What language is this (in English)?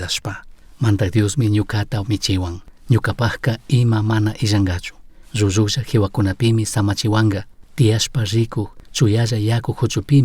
Chimborazo Highland Quichua